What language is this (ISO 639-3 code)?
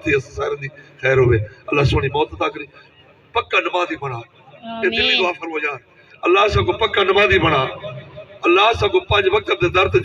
skr